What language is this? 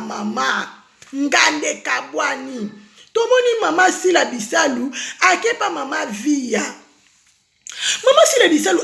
Lingala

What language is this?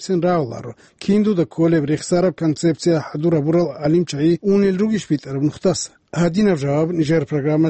Avaric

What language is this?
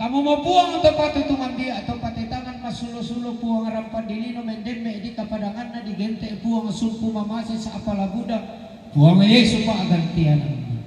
Toraja-Sa'dan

